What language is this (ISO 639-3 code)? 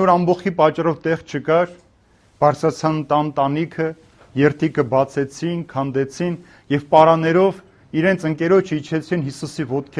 hye